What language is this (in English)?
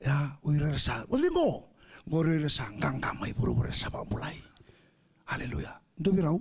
Fijian